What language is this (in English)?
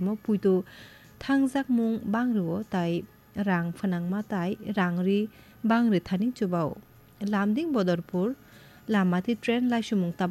Kok Borok